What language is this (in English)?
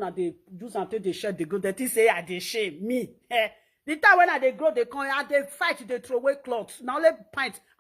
Nigerian Pidgin